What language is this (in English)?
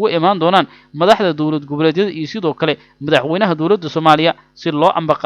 Somali